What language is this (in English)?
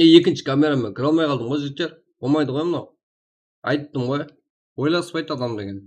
Kara-Kalpak